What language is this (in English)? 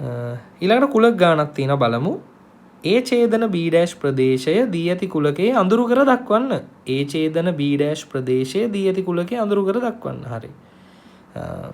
Sinhala